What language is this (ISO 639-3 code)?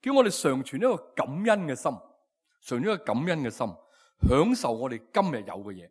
yue